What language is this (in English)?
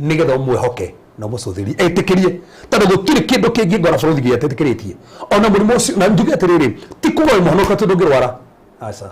Kikuyu